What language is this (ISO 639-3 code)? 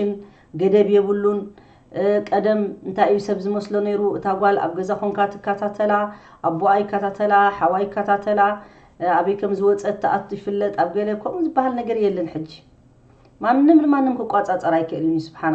tir